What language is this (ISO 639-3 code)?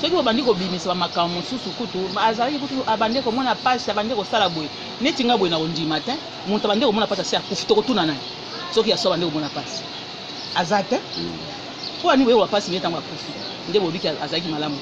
lin